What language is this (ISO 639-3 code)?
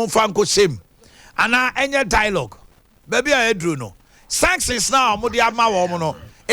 aka